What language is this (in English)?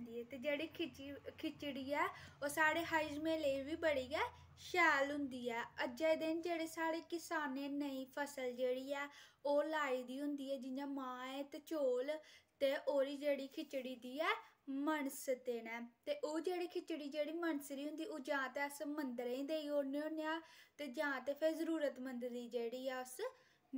Dogri